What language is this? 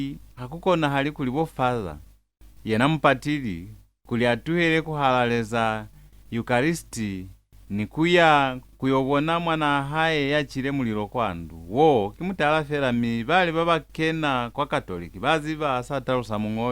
Lozi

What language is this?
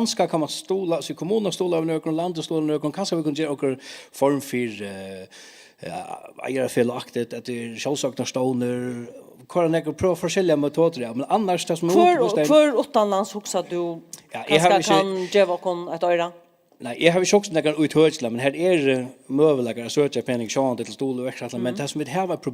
Faroese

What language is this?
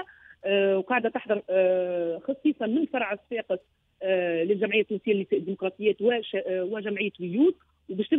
Tunisian Arabic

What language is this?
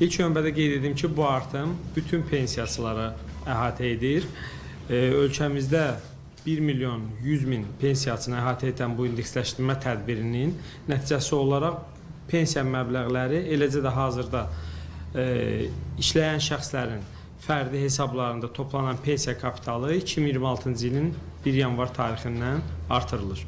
Azerbaijani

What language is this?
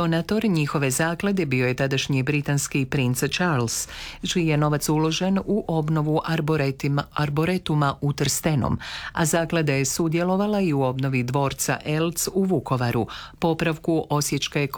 Croatian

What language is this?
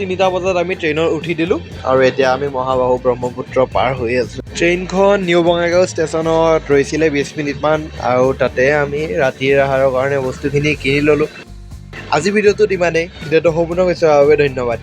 Assamese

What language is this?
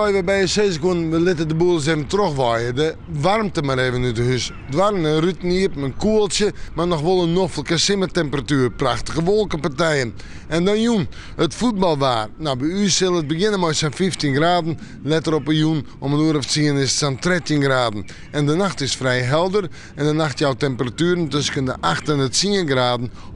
Western Frisian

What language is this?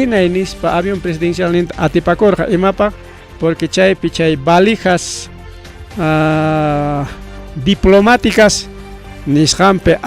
Ayacucho Quechua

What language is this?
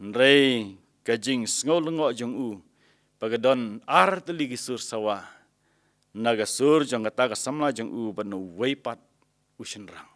Khasi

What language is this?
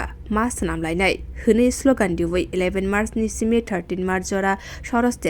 Kok Borok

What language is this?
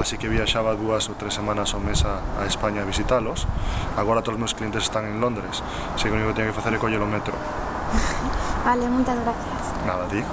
Galician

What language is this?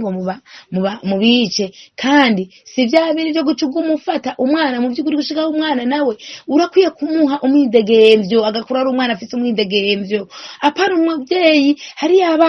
Rundi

